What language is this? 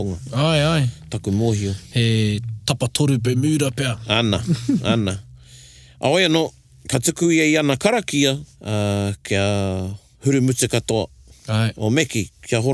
Māori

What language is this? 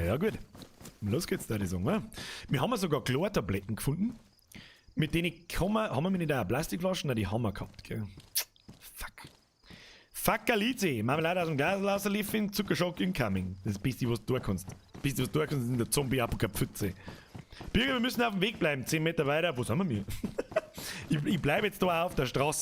Bavarian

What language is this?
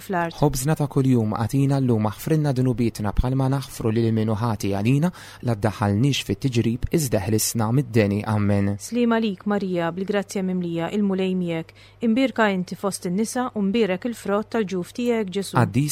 Maltese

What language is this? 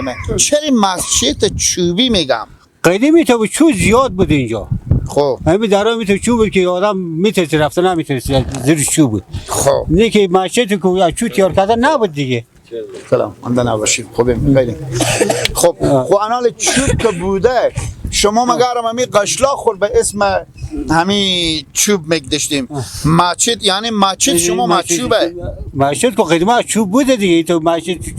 Persian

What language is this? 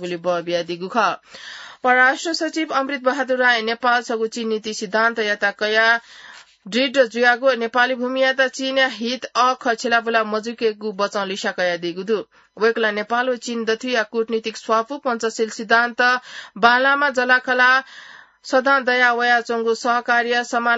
Newari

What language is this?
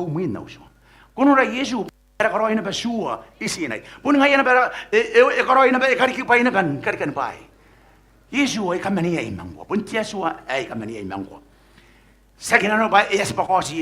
Gilbertese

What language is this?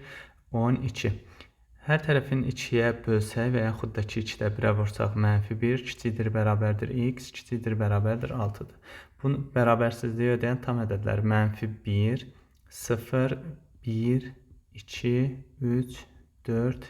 Azerbaijani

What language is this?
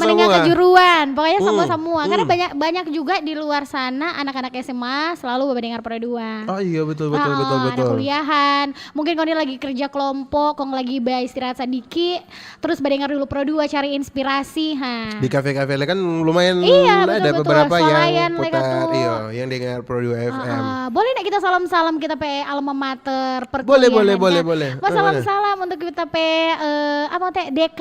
Manado Malay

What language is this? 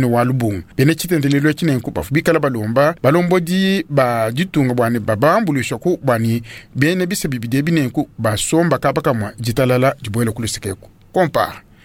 Luba-Lulua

